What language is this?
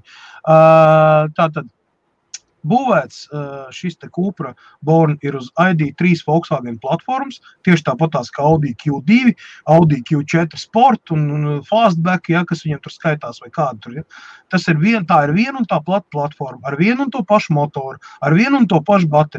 Latvian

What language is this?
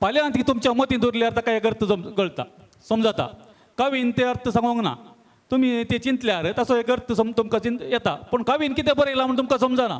Konkani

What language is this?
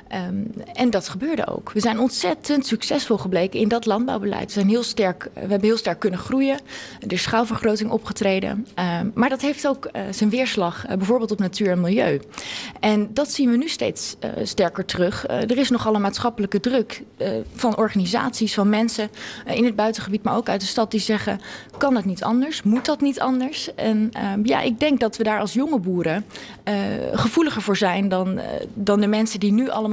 Dutch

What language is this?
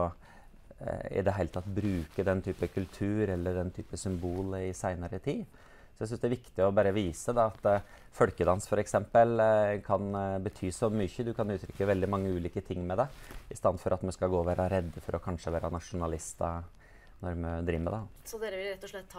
Norwegian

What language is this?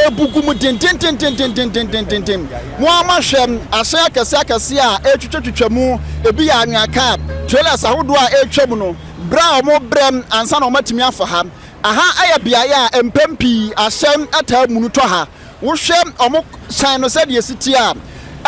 Akan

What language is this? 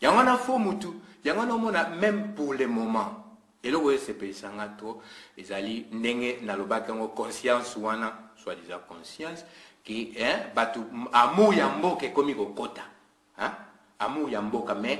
Lingala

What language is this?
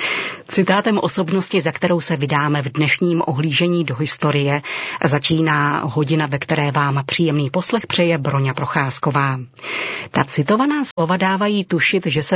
Czech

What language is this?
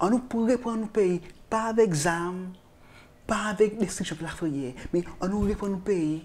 Seselwa Creole French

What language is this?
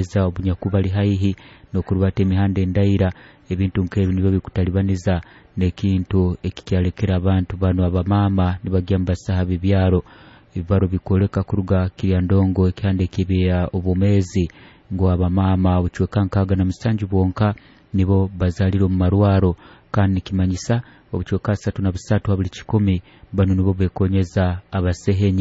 Nyoro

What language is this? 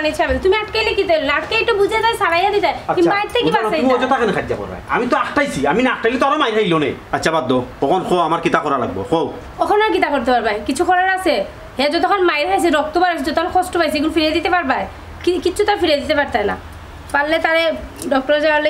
Sylheti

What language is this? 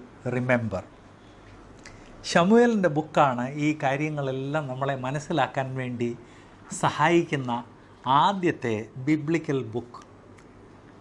Malayalam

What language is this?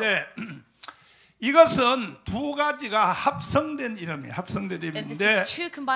Korean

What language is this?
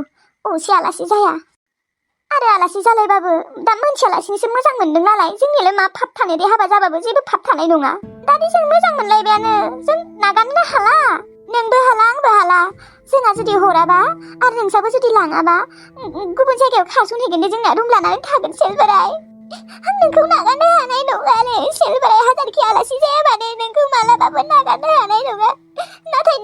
Bodo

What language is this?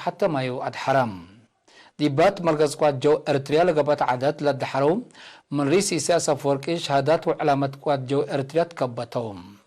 Tigre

